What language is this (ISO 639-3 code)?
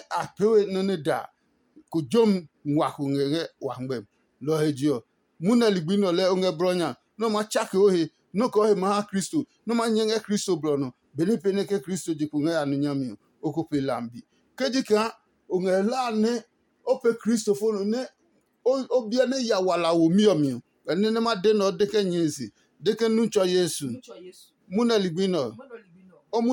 ada